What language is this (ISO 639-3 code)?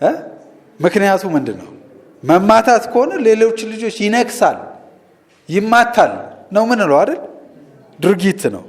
amh